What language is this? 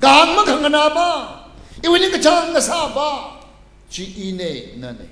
Tangkhul Naga (India)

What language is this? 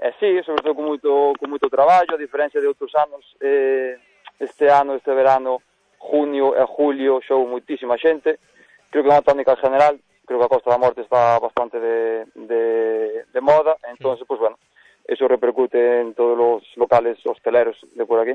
Galician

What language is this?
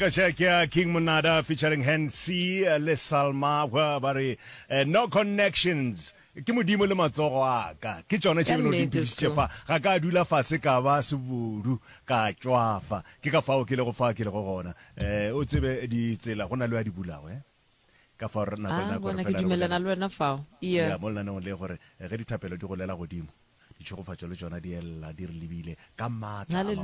Northern Sotho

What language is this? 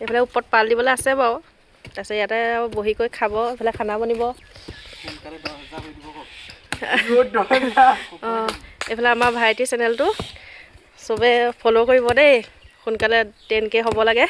Assamese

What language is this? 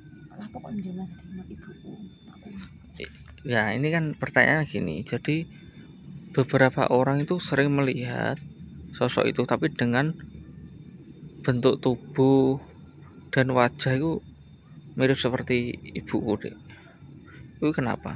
Indonesian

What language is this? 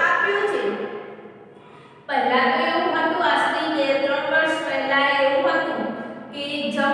Gujarati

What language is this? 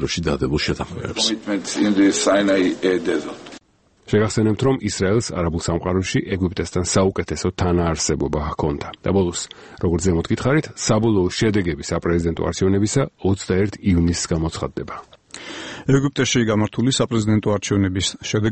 Georgian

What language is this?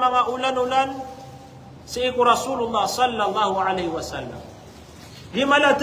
Maranao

